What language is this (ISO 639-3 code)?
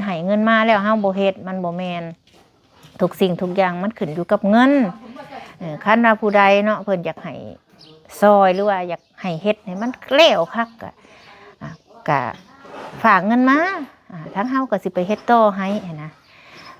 lao